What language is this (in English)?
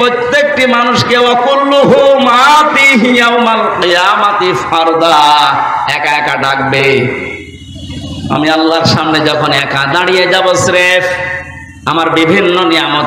Bangla